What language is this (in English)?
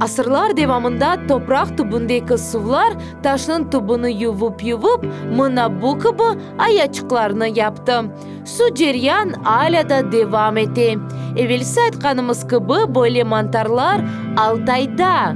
Crimean Tatar